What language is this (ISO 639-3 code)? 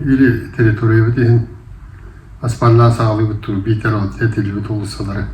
sah